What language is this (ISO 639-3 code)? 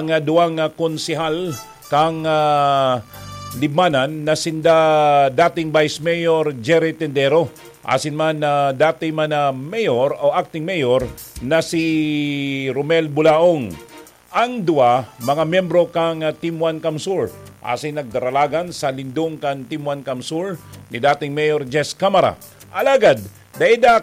bik